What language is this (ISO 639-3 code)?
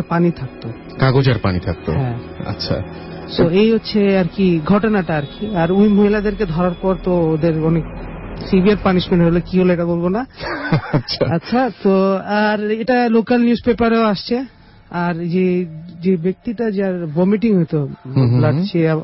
ben